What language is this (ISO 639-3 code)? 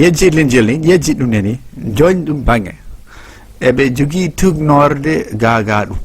ful